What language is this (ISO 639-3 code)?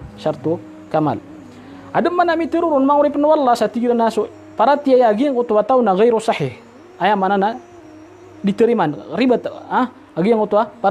mrw